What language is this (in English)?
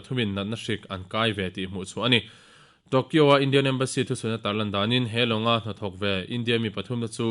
Mizo